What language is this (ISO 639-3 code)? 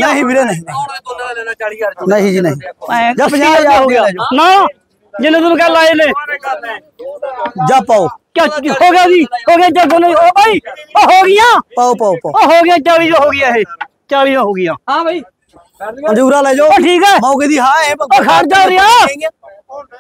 pan